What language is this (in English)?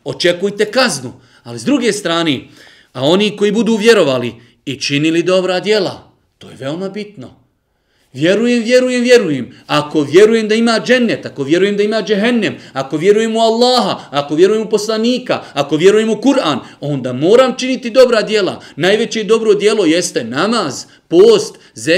Bosnian